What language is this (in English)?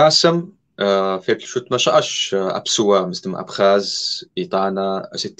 Kabardian